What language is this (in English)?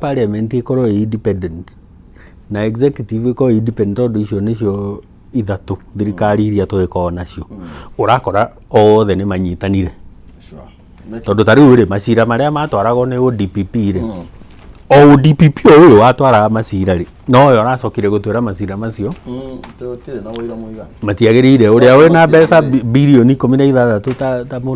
Kikuyu